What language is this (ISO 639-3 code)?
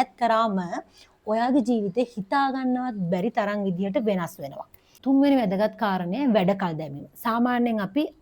sin